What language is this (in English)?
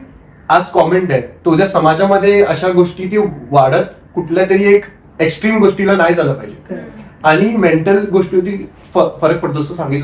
Marathi